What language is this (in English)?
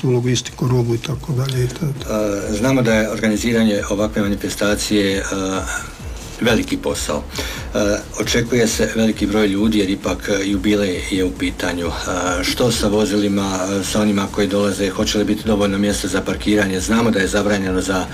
Croatian